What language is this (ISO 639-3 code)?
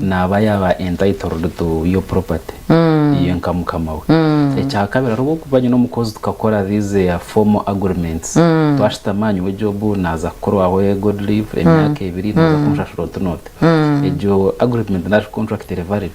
nyn